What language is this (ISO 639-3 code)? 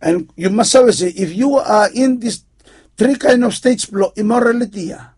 bis